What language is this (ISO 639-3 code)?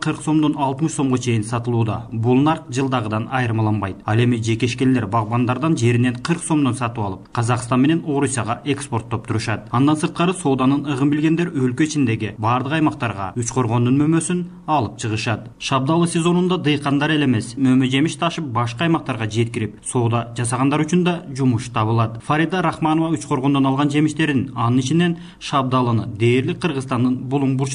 kir